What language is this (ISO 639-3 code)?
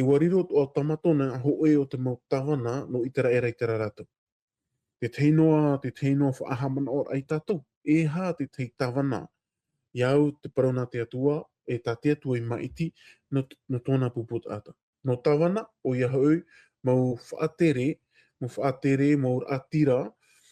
tah